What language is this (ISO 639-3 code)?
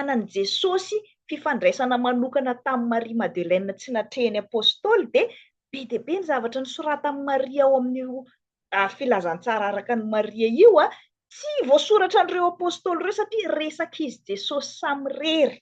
mlg